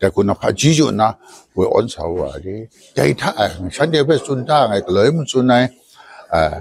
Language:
Kachin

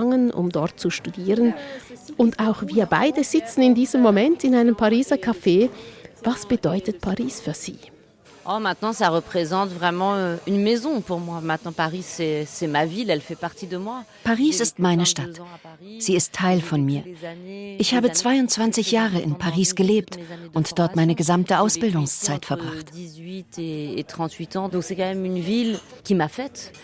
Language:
Swiss German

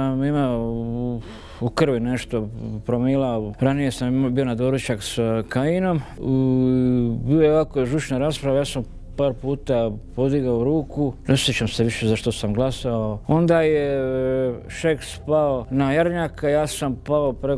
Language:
Croatian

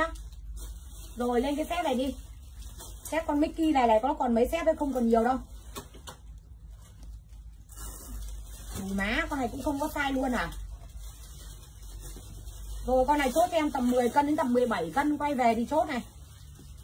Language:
Vietnamese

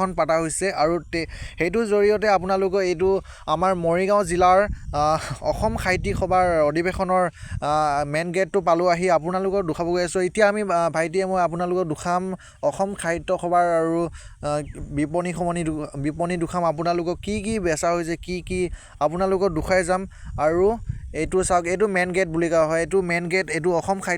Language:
Assamese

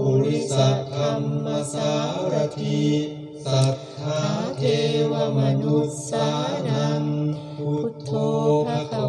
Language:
Thai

